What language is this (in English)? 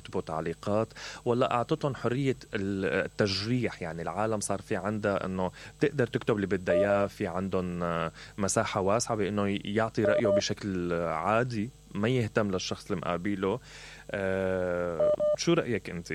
Mesopotamian Arabic